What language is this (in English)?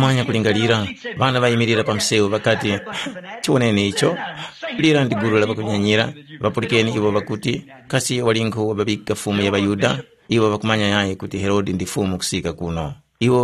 Tumbuka